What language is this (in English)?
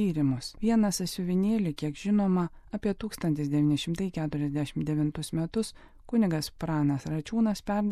Lithuanian